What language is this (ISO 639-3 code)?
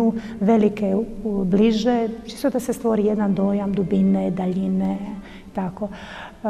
hrv